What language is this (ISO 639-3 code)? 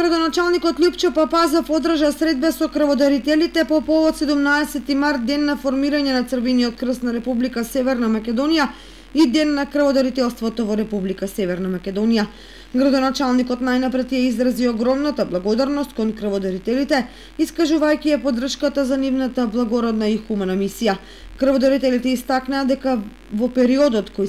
mkd